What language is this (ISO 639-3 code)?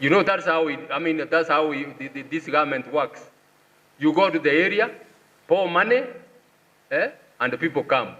guz